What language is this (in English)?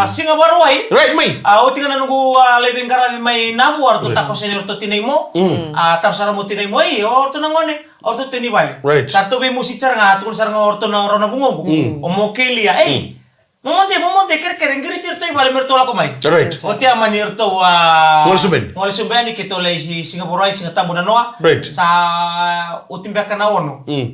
Fijian